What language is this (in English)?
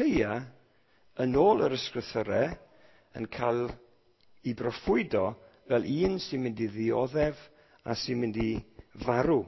Welsh